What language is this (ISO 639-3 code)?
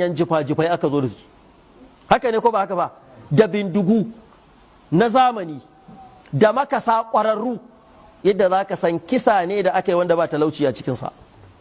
hau